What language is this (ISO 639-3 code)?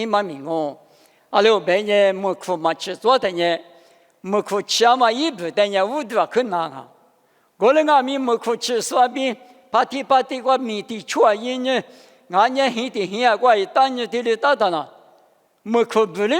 lis